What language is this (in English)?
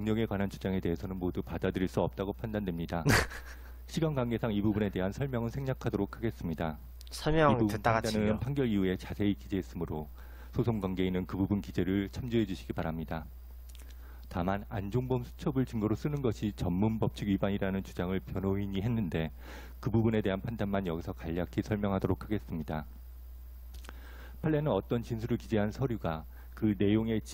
Korean